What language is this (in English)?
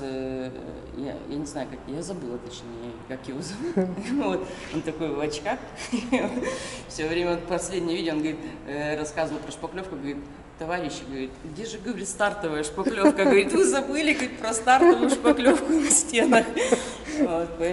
Russian